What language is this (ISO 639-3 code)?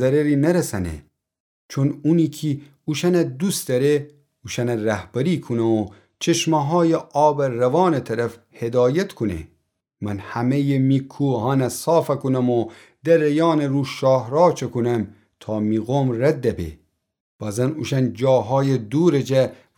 glk